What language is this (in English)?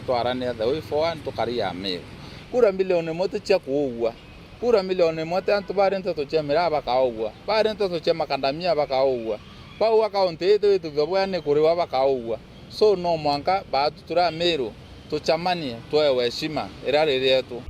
Meru